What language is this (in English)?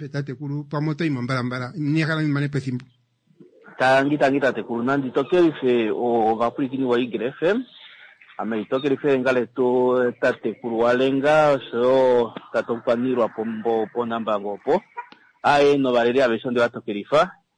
Kuanyama